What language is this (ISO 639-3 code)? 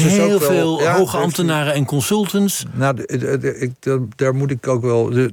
nld